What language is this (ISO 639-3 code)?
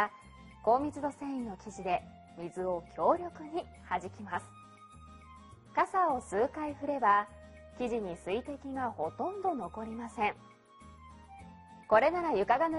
jpn